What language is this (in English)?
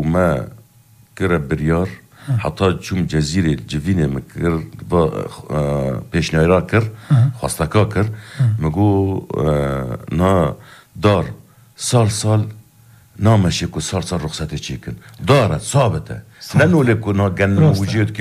Persian